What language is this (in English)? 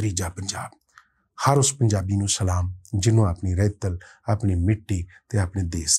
Western Panjabi